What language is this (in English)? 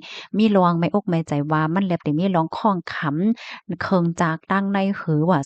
Shan